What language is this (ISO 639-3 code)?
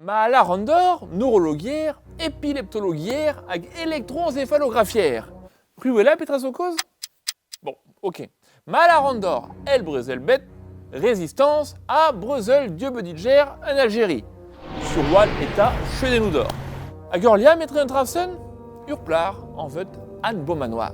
bre